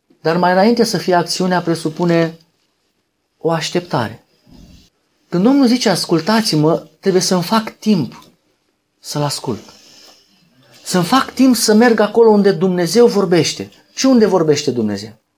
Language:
Romanian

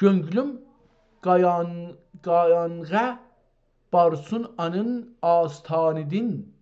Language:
South Azerbaijani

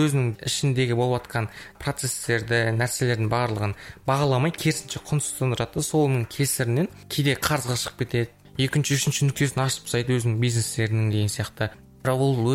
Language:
Kazakh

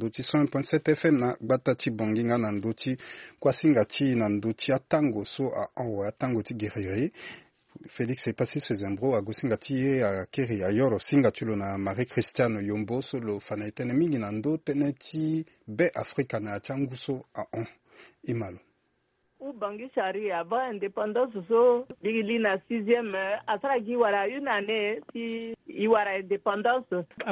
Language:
Sango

